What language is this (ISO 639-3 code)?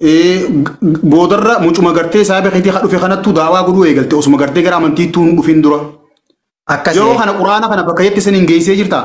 orm